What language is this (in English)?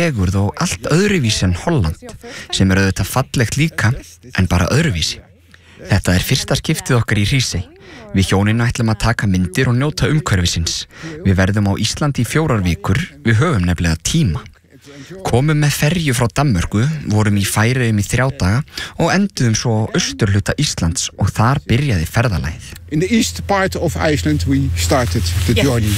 Icelandic